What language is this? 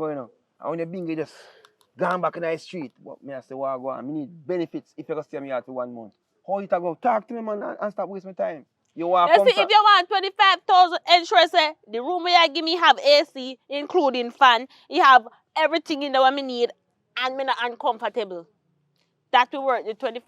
Jamaican Creole English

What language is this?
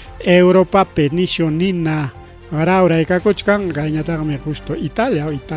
Ayacucho Quechua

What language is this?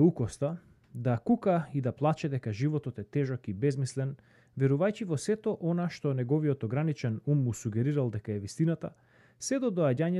Macedonian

